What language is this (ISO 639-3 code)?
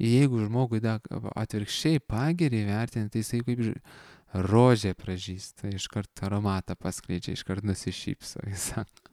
lit